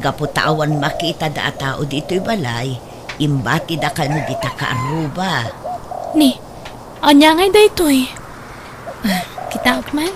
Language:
Iloko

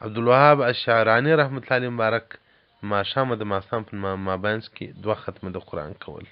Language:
Pashto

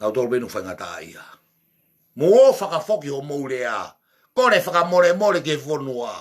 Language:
Tongan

